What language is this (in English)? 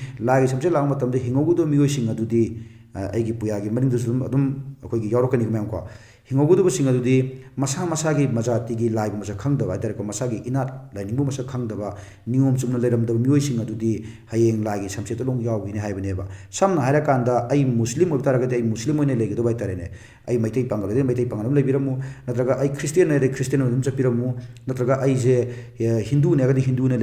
Manipuri